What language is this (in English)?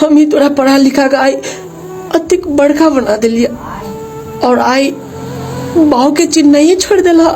Maithili